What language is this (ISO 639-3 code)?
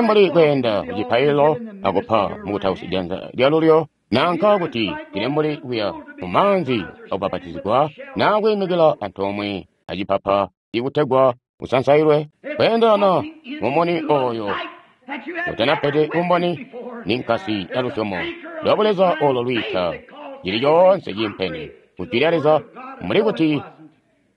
toi